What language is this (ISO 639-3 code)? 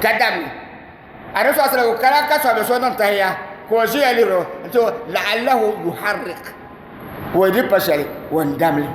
dag